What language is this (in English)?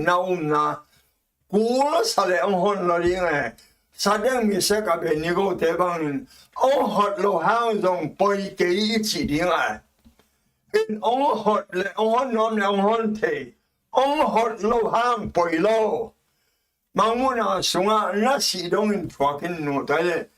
Tedim Chin